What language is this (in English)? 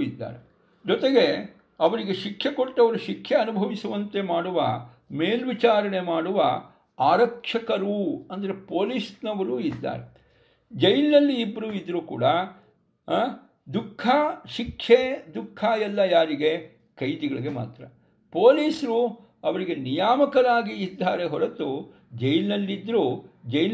Kannada